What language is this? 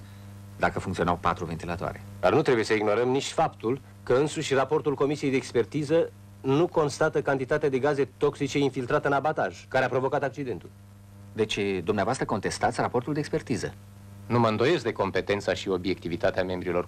Romanian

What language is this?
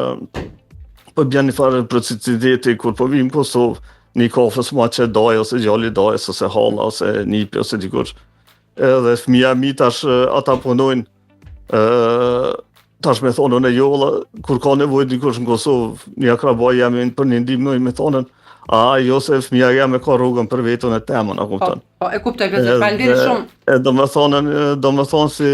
Albanian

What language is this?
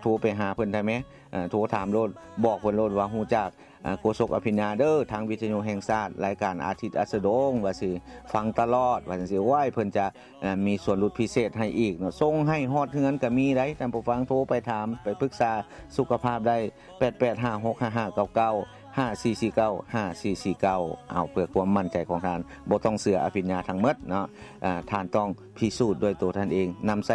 Lao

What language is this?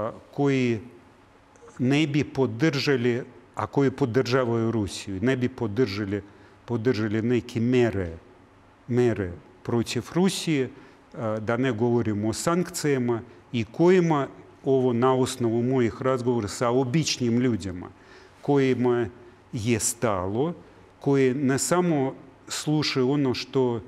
Serbian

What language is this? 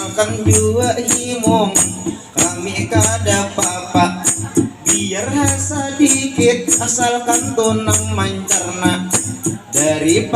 Banjar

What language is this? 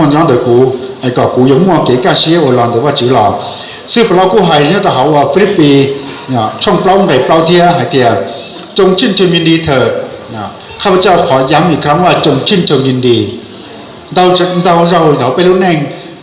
Hmong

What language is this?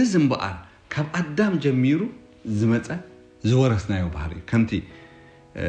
Tigrinya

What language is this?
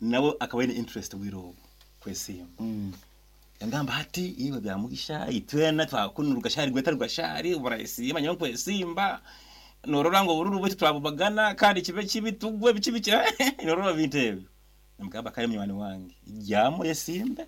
Nyankole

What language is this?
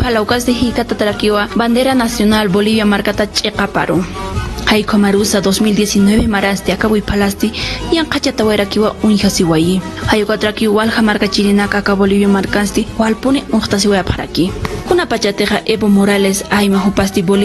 Aymara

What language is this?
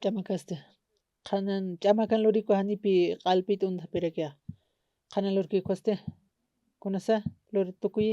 Aymara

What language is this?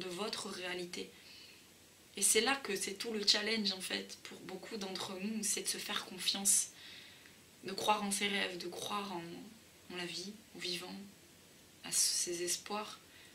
French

